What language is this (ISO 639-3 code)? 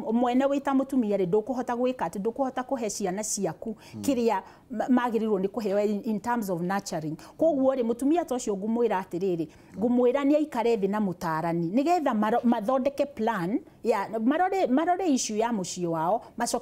kik